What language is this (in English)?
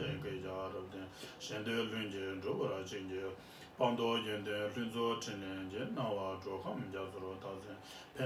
Tibetan